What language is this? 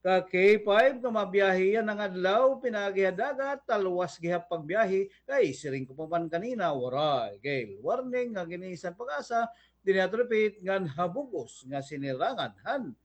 Waray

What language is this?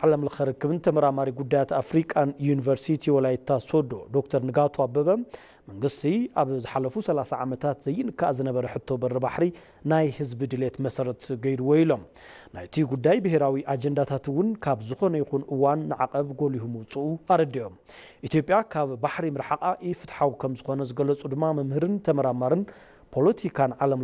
Tigrinya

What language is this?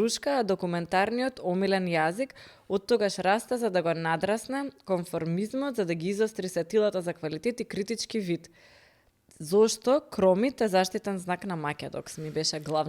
Macedonian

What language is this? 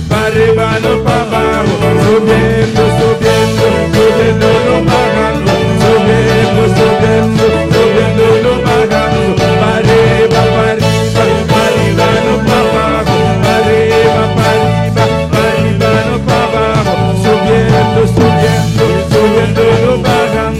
Papiamento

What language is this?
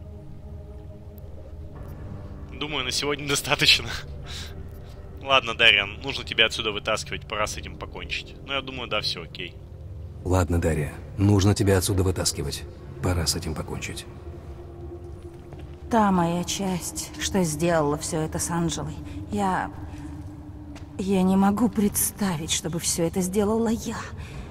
Russian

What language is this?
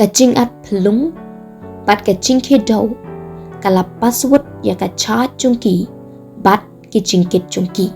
Khasi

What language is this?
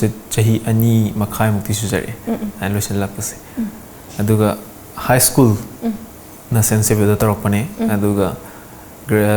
Manipuri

